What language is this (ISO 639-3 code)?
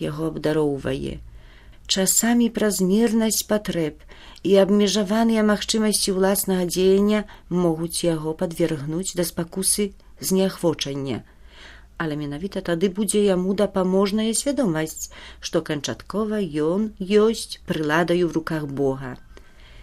bel